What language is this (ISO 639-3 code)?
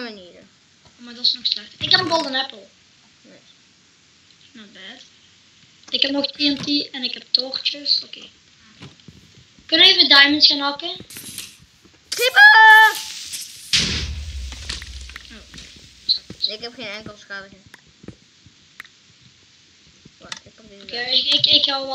nld